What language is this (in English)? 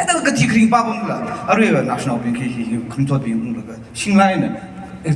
Tangkhul Naga (India)